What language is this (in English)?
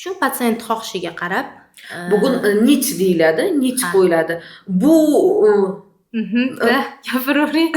Uzbek